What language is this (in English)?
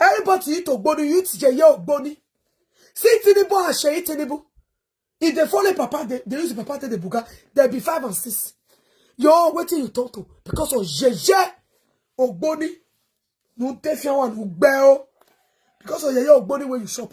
Nigerian Pidgin